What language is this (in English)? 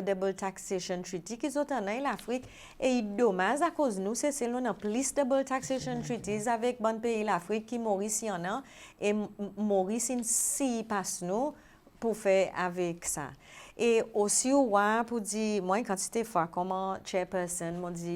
Seselwa Creole French